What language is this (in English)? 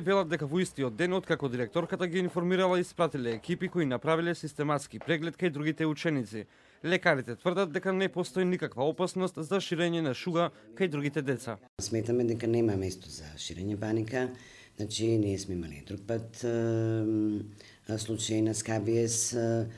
Macedonian